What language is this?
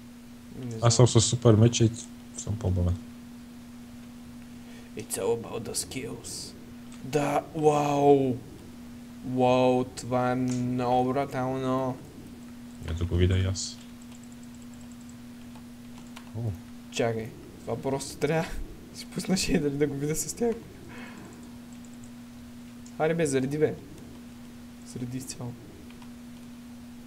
Bulgarian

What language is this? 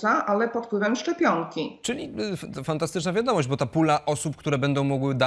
Polish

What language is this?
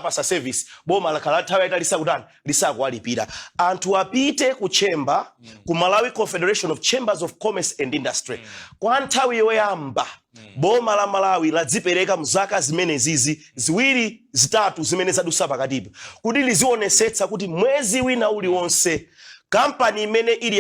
Nyanja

